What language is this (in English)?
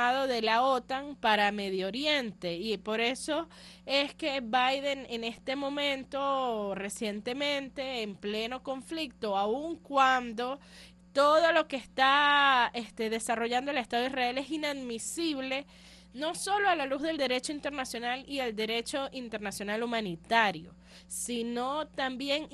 Spanish